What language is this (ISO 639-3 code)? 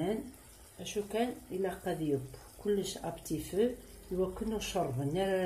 kab